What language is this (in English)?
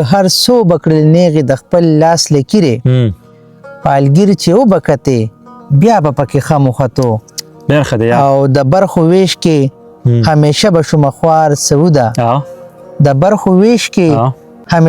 Pashto